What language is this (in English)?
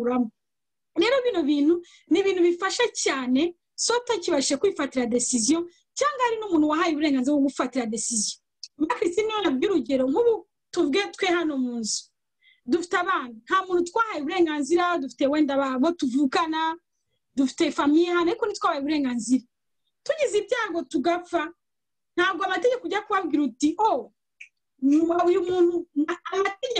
Kinyarwanda